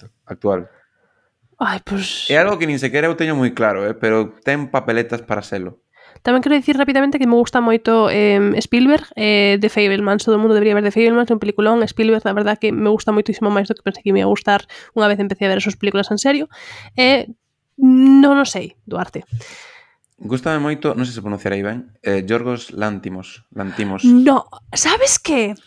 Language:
Galician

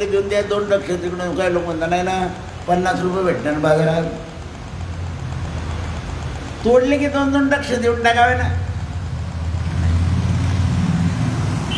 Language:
Marathi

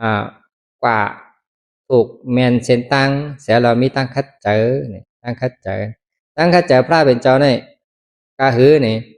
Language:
Shan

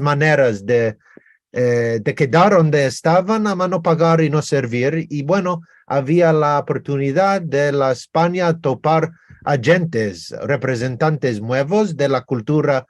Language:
Ladino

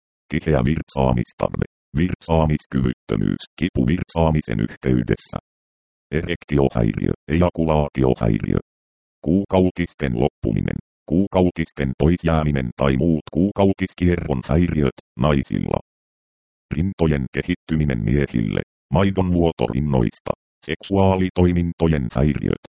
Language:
Finnish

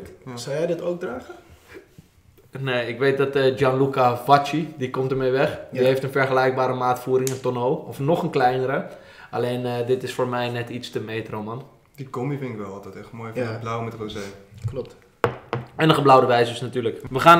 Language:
Dutch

